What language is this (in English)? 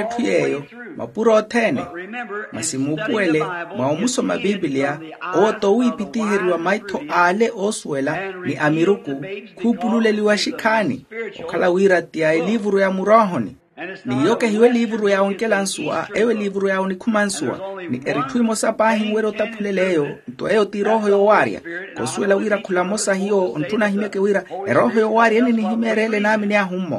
Makhuwa